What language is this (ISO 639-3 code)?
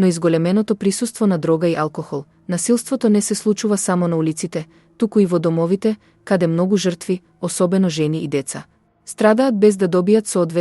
mkd